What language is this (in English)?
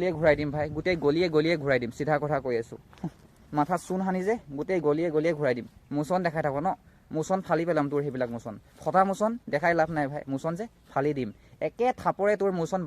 Assamese